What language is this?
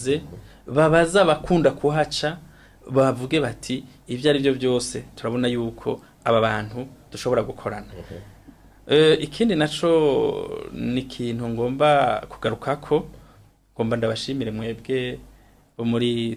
Rundi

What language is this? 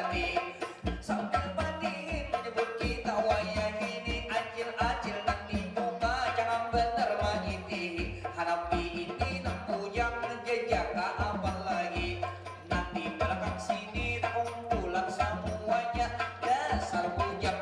Banjar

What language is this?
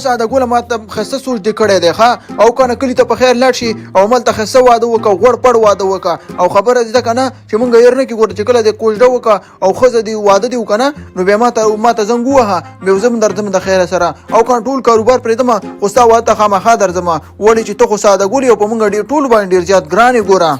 Pashto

